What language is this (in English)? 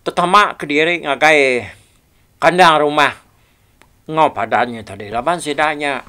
Iban